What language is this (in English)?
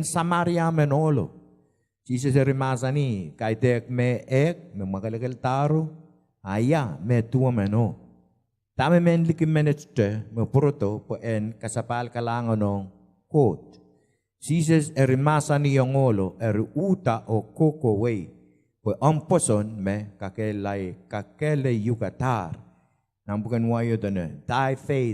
Pohnpeian